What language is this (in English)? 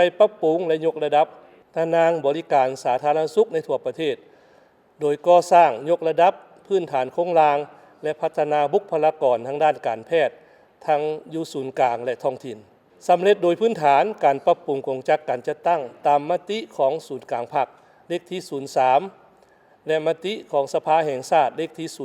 Lao